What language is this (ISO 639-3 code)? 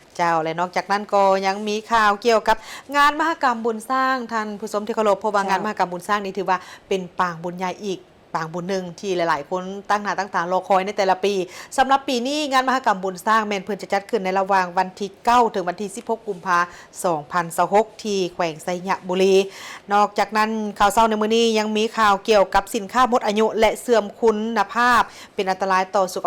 lao